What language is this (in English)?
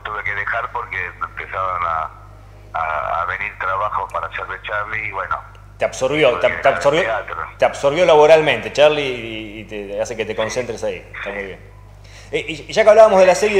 Spanish